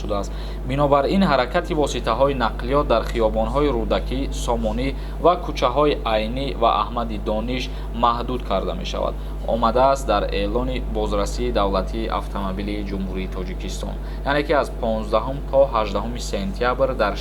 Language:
Tajik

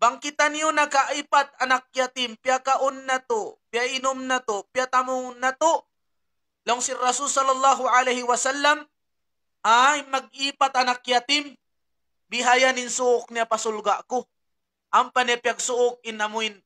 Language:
Tausug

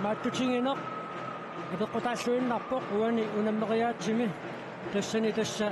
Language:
Kalaallisut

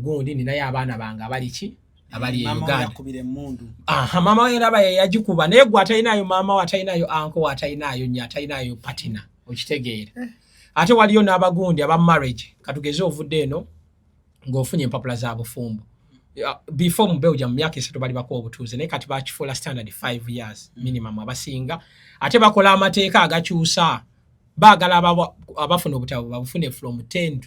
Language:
Ganda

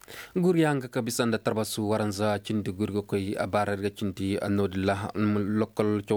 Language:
Koyraboro Senni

